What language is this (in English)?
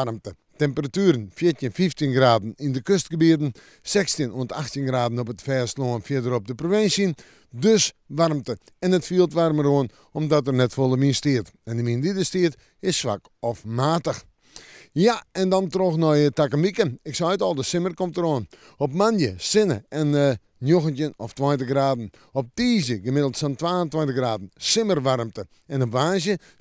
Western Frisian